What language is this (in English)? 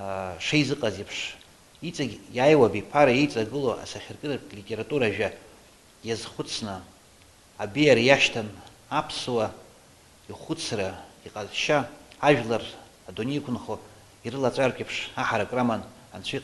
Abkhazian